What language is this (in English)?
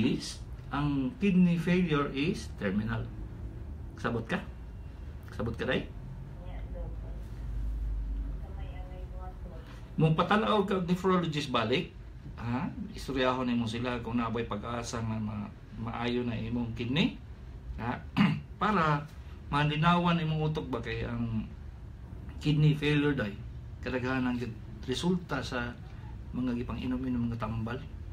Cebuano